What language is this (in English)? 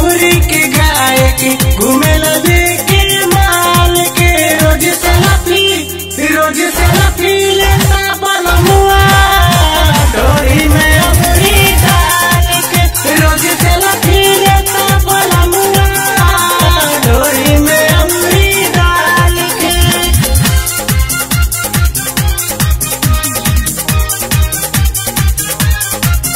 Bhojpuri